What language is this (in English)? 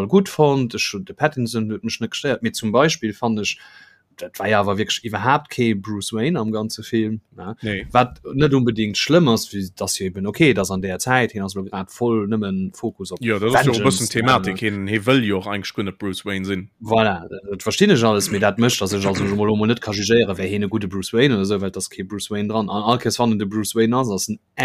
Luxembourgish